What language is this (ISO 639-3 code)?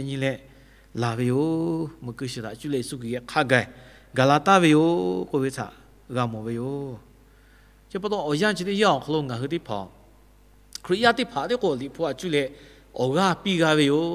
lhu